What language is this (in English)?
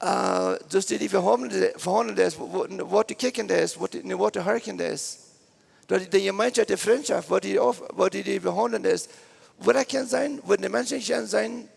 Plautdietsch